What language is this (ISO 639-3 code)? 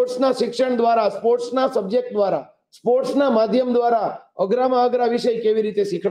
guj